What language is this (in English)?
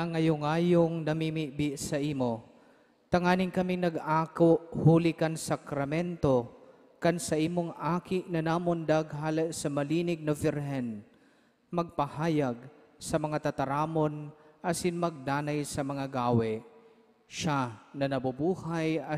Bikol